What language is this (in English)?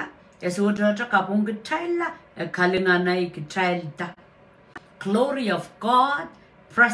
Pohnpeian